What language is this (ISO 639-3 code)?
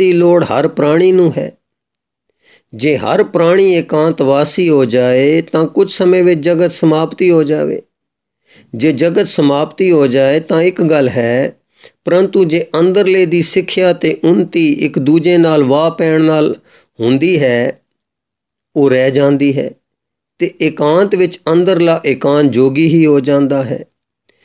pan